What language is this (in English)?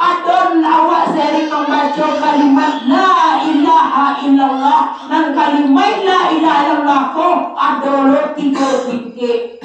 Minangkabau